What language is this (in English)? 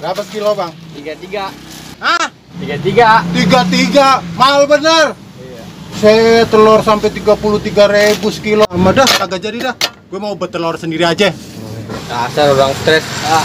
Betawi